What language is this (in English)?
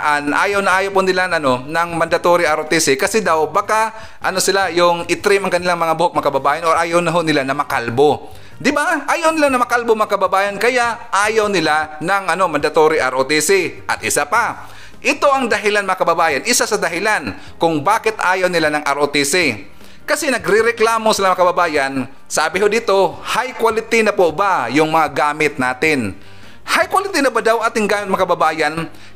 Filipino